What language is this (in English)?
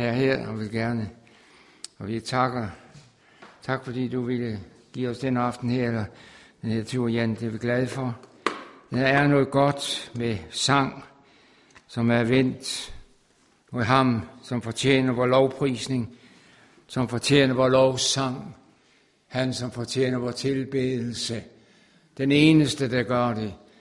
Danish